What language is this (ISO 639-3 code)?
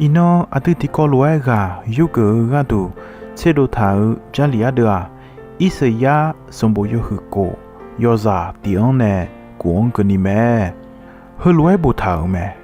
ahk